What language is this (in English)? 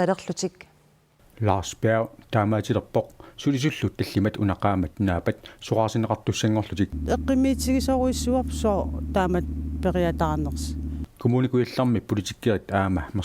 Kalaallisut